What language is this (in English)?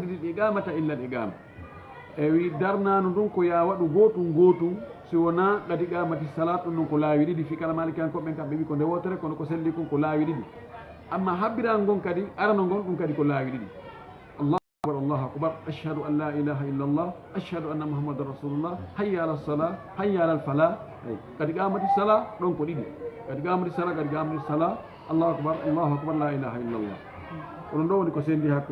Fula